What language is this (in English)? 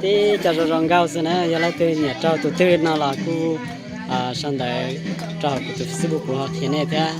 Hmong